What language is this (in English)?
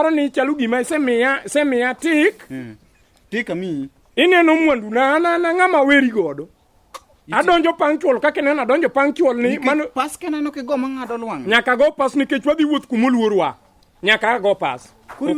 Luo (Kenya and Tanzania)